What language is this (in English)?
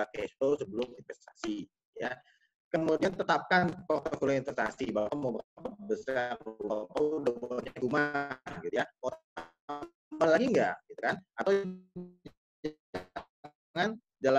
Indonesian